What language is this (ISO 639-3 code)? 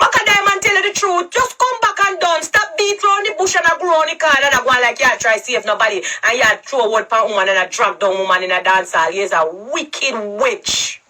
jam